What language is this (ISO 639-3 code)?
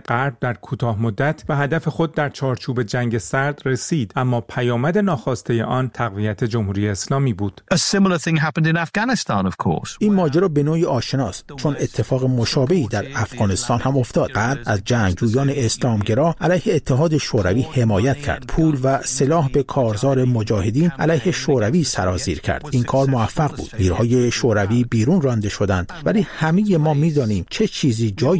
fas